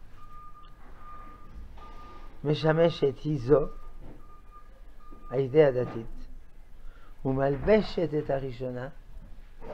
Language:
Hebrew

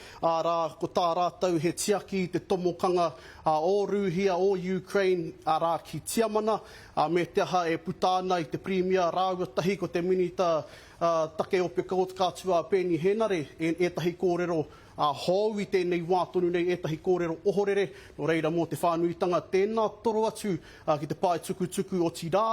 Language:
Māori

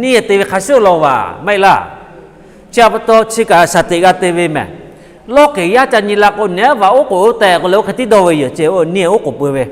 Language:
Lahu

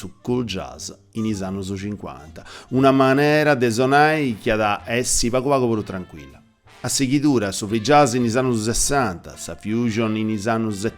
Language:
Sardinian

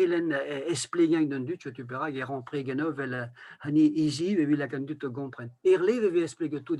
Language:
Breton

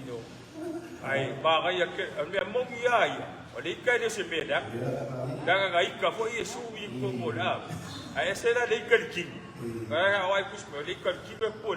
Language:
Samoan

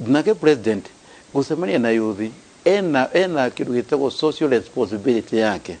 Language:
Kikuyu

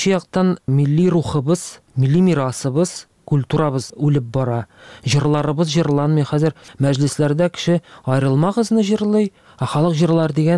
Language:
Tatar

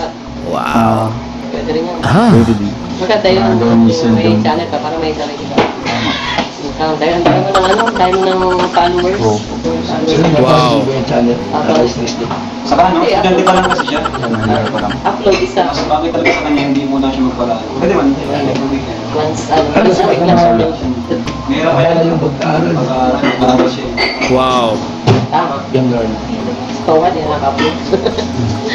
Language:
Filipino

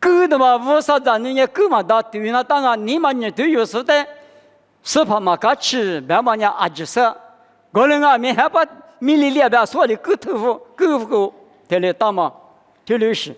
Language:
Lisu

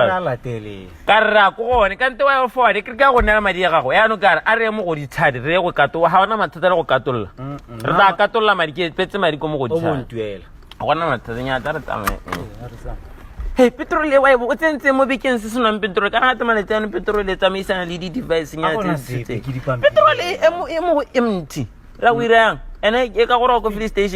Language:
Tswana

